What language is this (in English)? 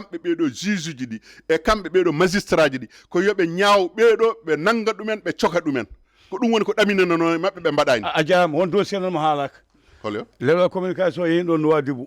Fula